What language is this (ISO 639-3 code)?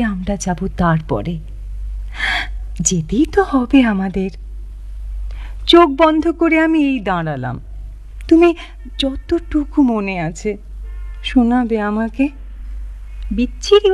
ben